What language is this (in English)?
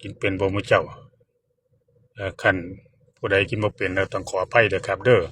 Northeastern Thai